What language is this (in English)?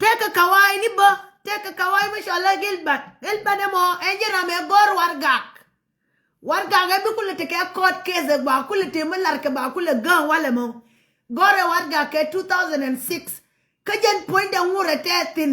Nuer